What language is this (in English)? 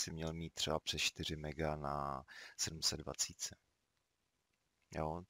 Czech